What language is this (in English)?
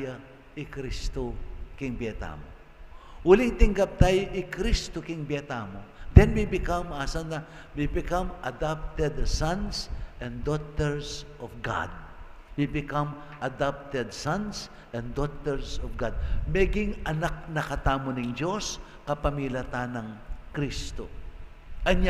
Pampanga